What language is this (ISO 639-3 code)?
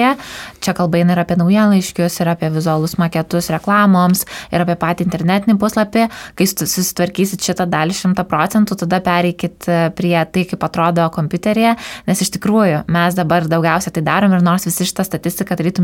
lit